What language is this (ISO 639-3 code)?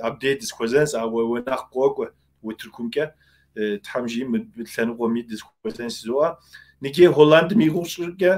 kbd